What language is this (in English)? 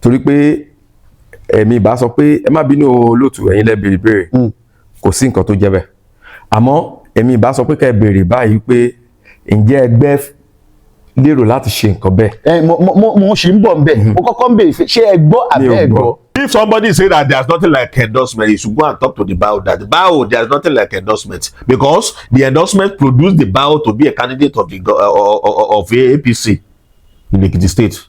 Yoruba